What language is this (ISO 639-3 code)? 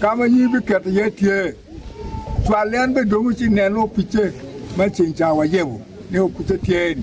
ach